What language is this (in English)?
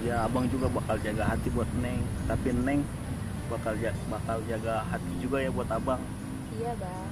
Betawi